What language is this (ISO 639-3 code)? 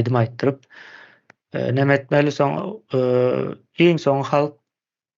tuk